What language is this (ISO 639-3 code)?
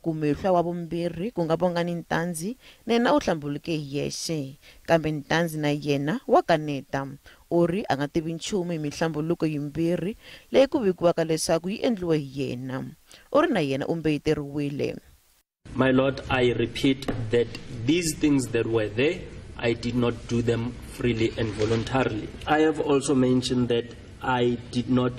tso